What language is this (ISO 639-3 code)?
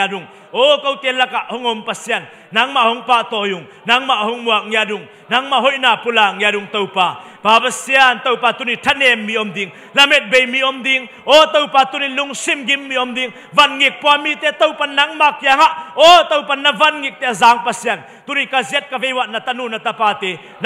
ctd